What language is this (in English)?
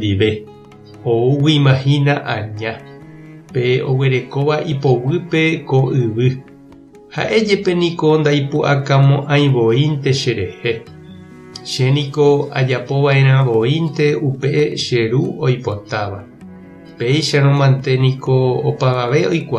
Guarani